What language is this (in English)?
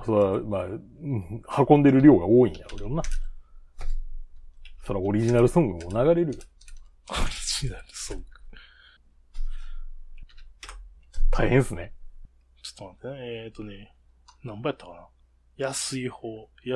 Japanese